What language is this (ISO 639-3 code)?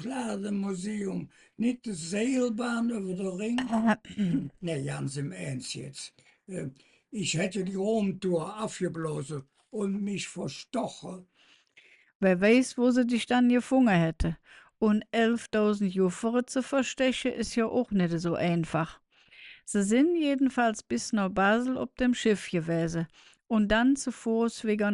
ksh